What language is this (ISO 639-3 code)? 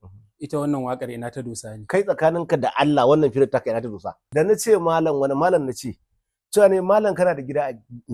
hau